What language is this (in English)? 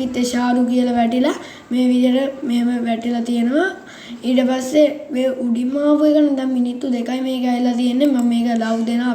Sinhala